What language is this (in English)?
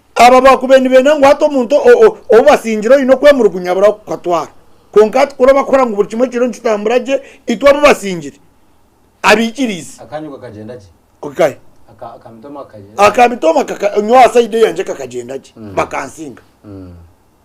Nyankole